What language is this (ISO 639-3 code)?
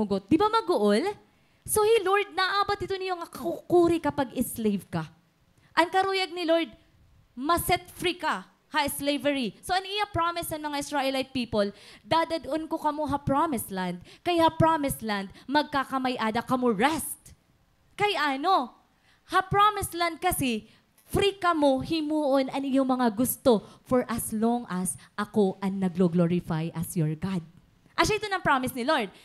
war